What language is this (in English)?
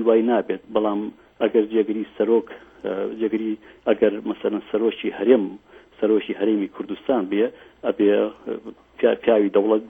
Central Kurdish